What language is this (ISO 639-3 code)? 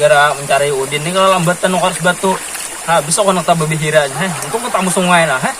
bjn